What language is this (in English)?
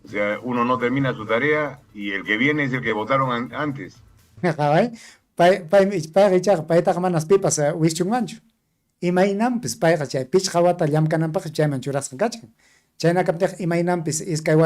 Ayacucho Quechua